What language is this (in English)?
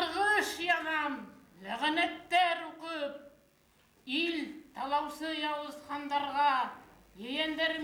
Bashkir